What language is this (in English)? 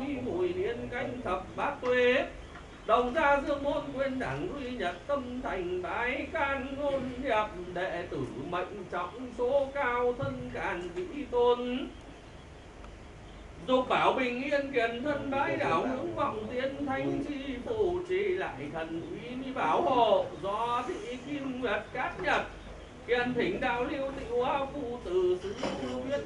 Vietnamese